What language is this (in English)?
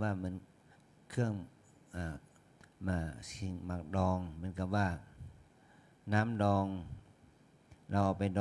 Thai